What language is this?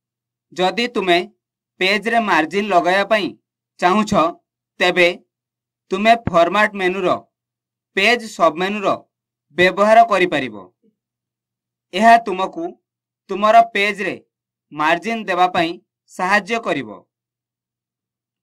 Odia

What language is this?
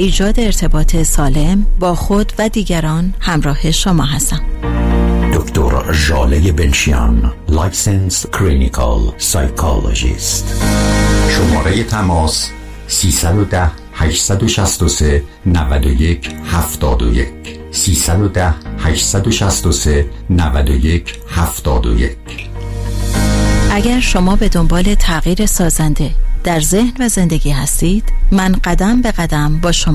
Persian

